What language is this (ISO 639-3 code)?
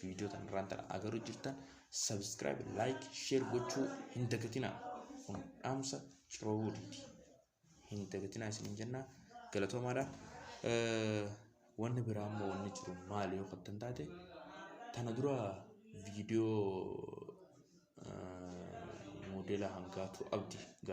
orm